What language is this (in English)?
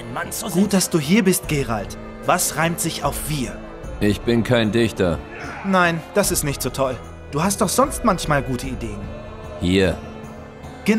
German